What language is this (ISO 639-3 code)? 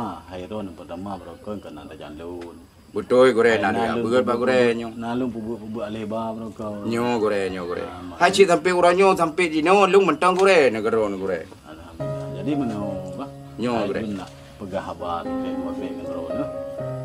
ace